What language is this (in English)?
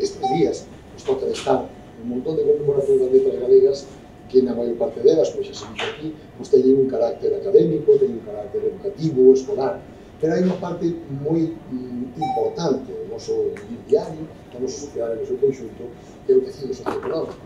Galician